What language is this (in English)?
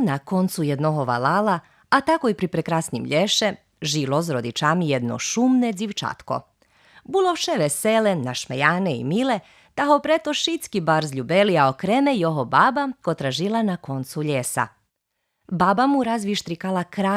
Rusyn